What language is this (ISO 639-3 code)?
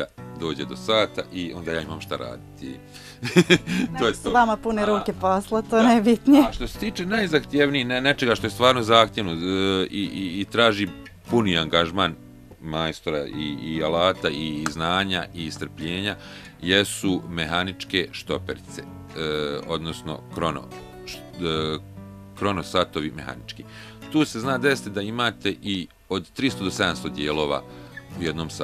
bos